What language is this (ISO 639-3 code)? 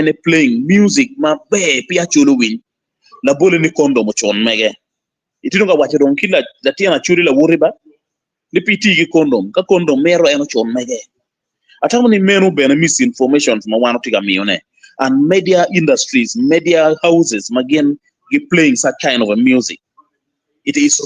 ach